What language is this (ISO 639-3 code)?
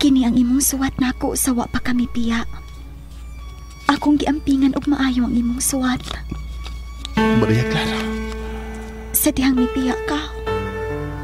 ceb